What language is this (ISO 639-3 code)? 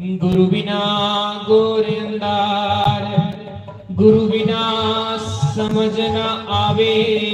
doi